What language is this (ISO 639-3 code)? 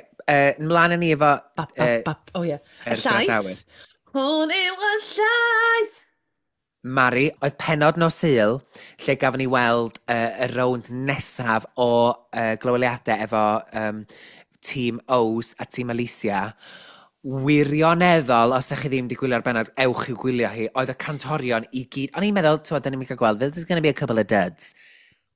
cym